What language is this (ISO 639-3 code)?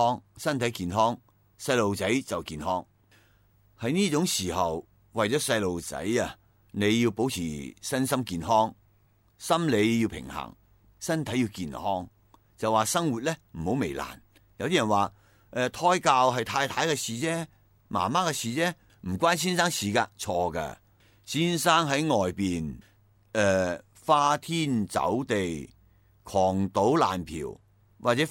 yue